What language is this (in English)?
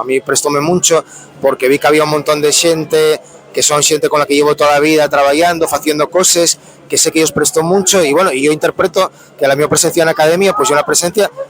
Asturian